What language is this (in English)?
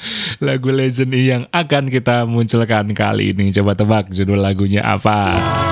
Indonesian